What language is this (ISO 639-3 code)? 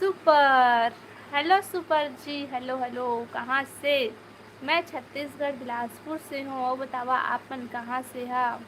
hne